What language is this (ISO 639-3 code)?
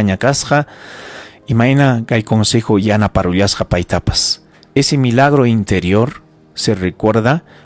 quy